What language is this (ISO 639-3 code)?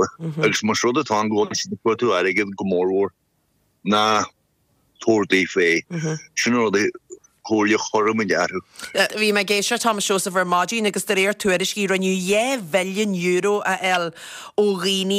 gle